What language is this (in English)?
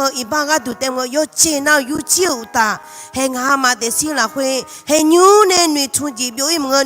Akha